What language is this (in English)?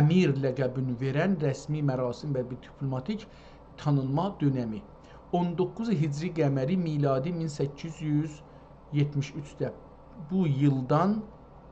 South Azerbaijani